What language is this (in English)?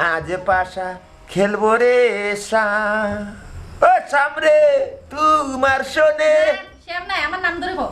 Sylheti